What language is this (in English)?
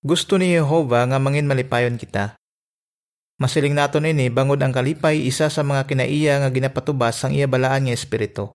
Hiligaynon